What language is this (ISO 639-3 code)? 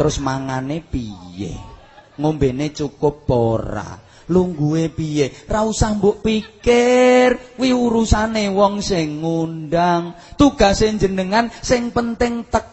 jav